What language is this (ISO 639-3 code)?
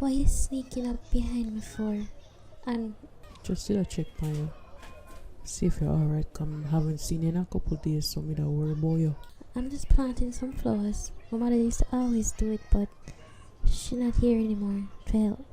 jam